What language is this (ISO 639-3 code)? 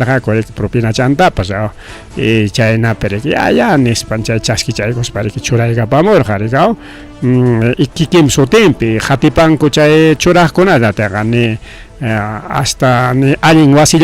quy